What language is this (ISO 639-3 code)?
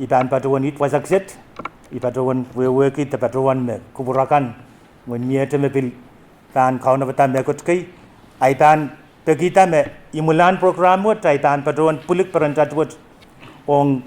pon